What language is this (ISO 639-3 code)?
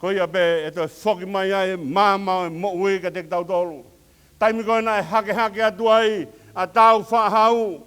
ton